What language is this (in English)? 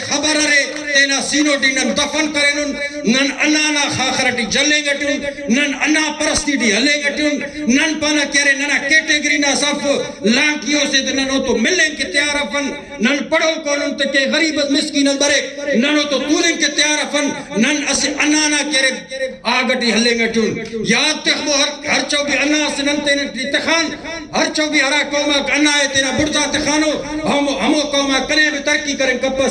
Brahui